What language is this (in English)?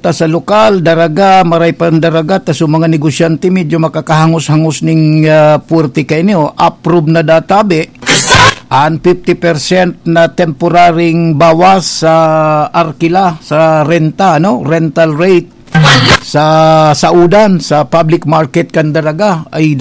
Bikol